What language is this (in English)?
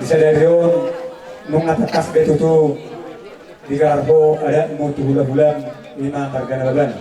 Batak Toba